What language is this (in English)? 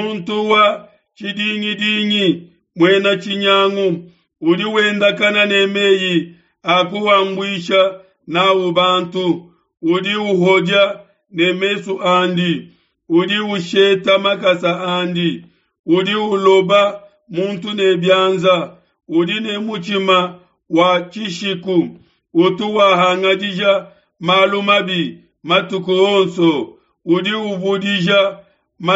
Luba-Lulua